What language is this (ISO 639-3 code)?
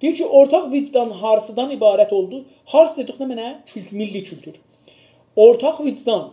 azb